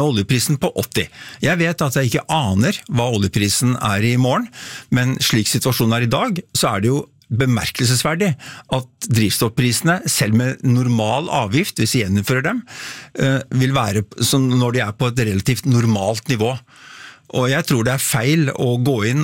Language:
Norwegian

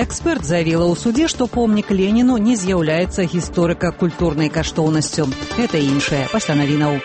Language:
Belarusian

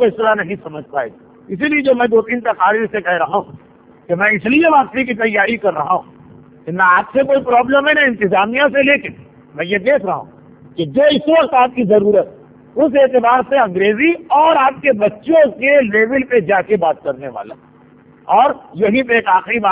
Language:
Urdu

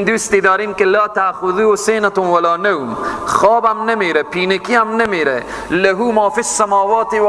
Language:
Persian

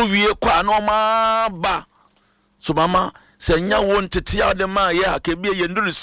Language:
Akan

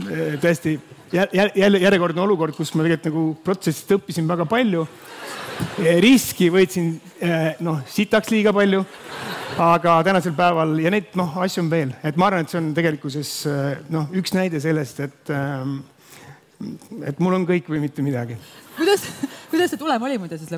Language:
Estonian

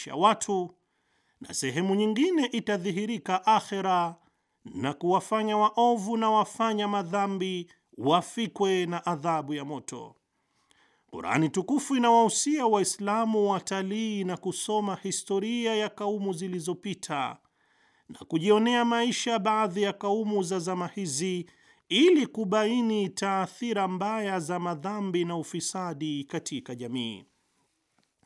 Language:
Swahili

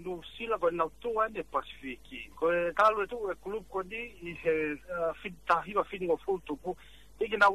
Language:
Tongan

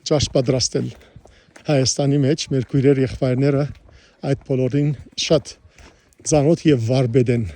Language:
Western Armenian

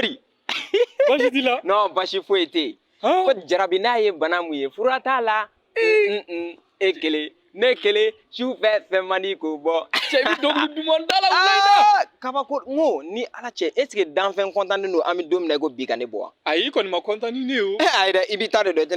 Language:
Bambara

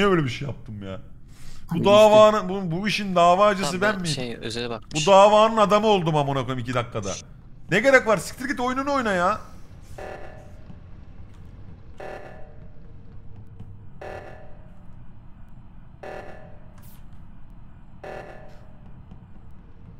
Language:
Turkish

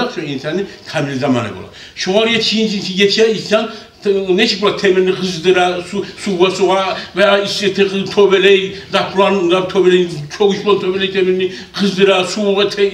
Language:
Kumyk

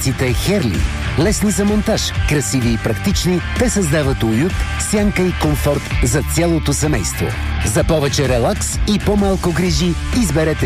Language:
Bulgarian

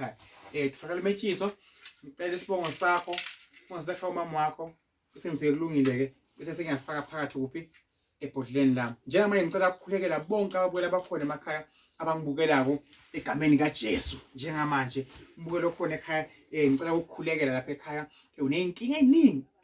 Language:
Zulu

